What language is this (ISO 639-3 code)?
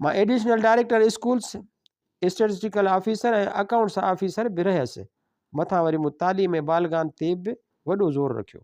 snd